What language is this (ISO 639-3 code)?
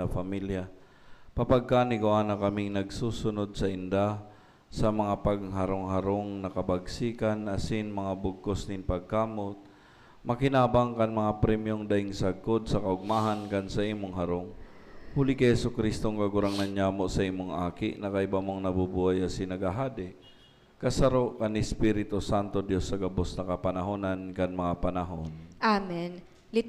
bik